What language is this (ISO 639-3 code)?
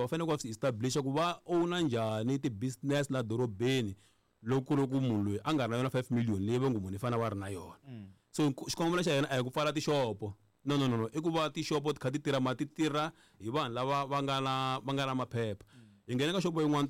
tso